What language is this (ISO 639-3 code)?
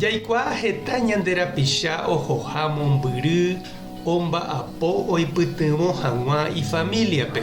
grn